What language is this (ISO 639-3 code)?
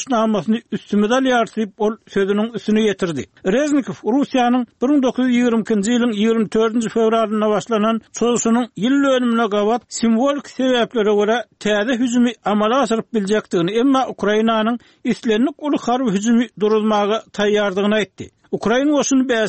tuk